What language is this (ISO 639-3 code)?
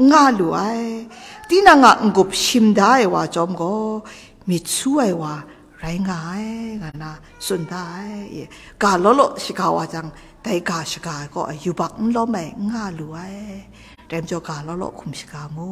kac